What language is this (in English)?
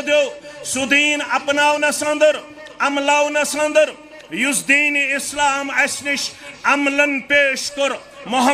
Kashmiri